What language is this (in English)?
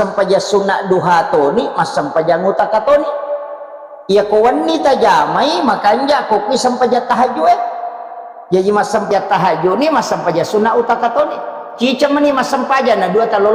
Buginese